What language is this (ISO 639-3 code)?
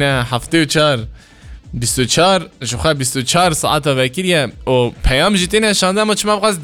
kur